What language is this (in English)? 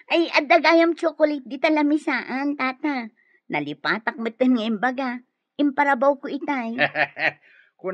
Iloko